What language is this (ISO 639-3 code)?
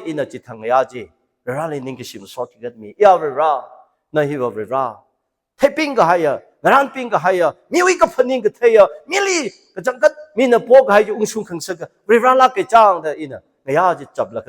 nmf